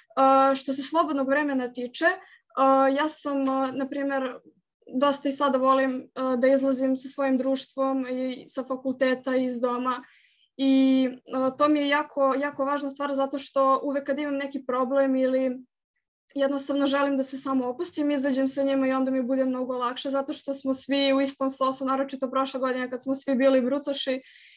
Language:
Serbian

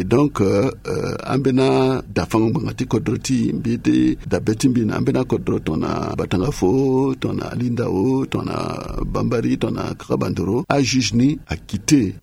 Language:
Sango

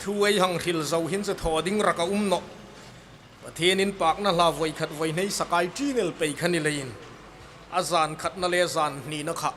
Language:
Hmar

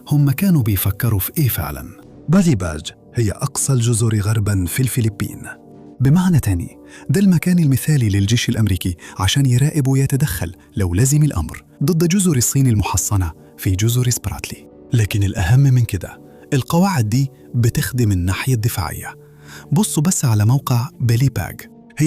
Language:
Egyptian Arabic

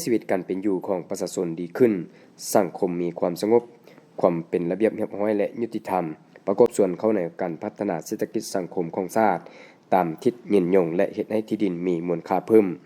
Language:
Lao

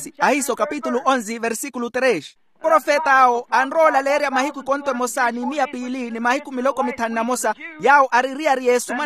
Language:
Makhuwa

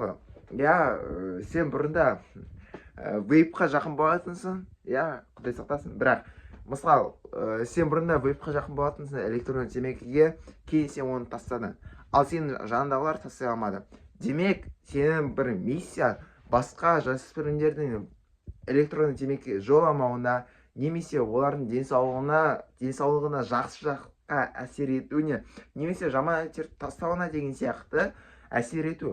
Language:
Kazakh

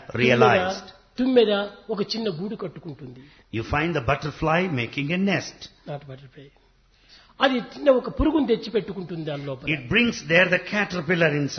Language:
Telugu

